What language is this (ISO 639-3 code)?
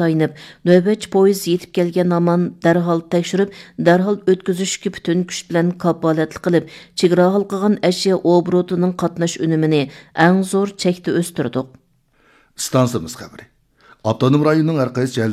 uig